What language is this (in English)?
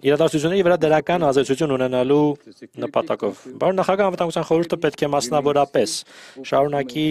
Armenian